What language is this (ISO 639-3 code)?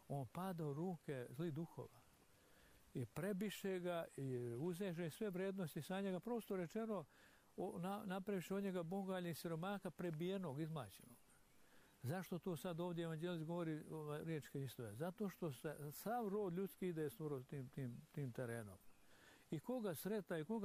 srp